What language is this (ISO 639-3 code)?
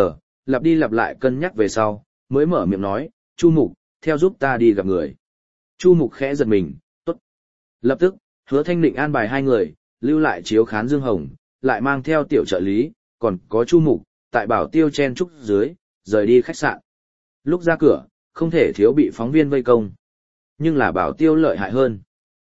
vie